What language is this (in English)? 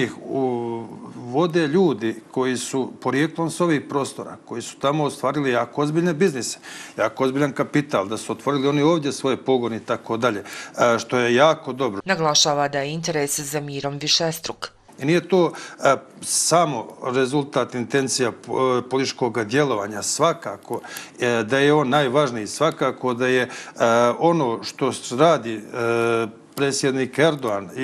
Bosnian